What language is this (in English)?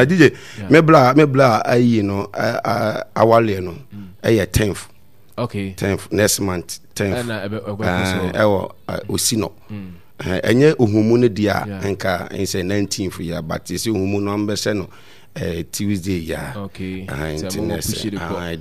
Akan